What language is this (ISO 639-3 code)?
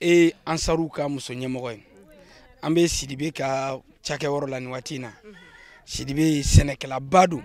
bam